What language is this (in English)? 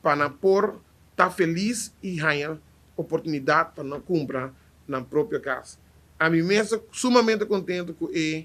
Papiamento